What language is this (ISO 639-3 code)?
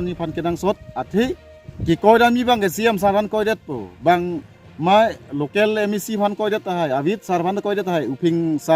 mjw